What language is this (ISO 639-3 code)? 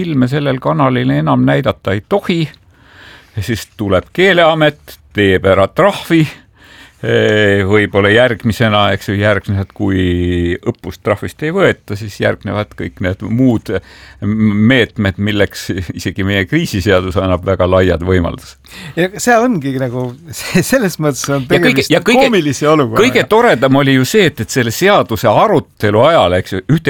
est